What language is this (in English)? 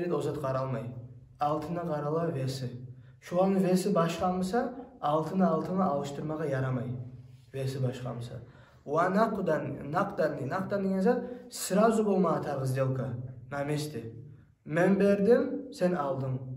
Kumyk